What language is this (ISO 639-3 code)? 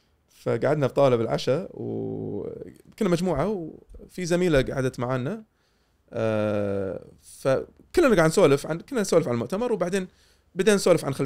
afb